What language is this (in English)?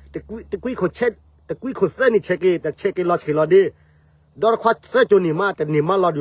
S'gaw Karen